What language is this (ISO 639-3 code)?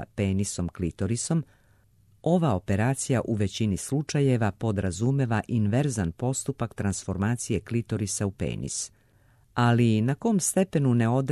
srp